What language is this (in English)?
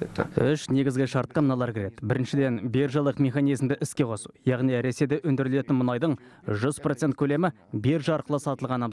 Kazakh